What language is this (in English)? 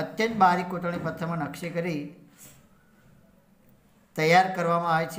Gujarati